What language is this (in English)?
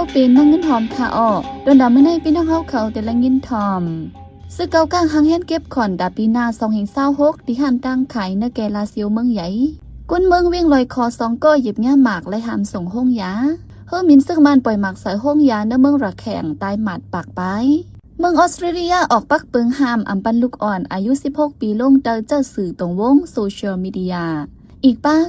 Shan